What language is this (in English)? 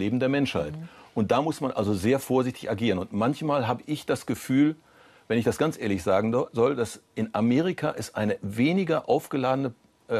German